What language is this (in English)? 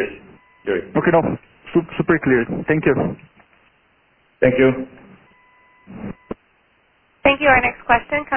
English